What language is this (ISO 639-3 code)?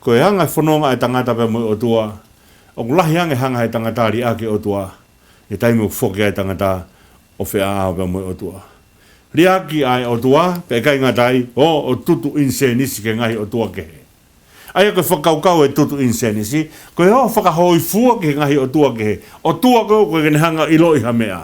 ton